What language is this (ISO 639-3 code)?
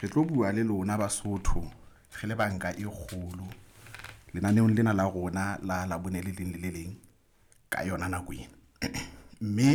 sot